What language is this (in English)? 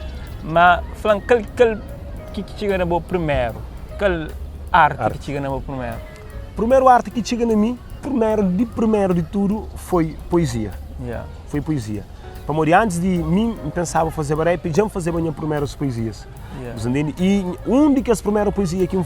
Kabuverdianu